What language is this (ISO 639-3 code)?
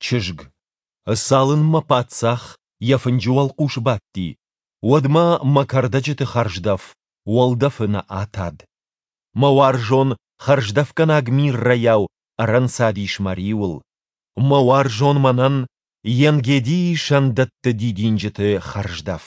oss